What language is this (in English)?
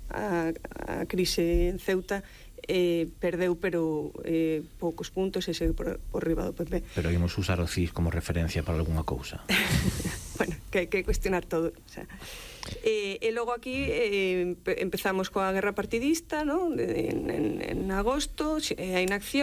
Galician